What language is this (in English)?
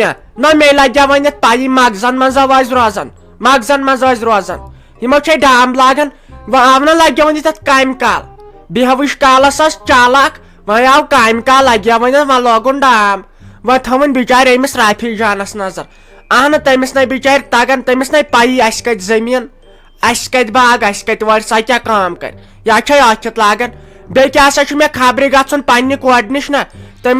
Kashmiri